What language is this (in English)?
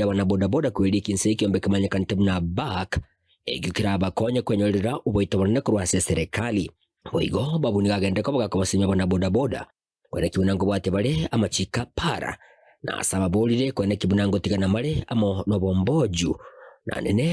Gusii